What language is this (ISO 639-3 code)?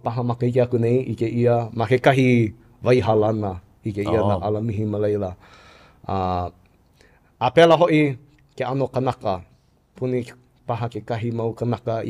haw